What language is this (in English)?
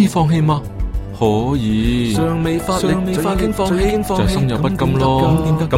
Cantonese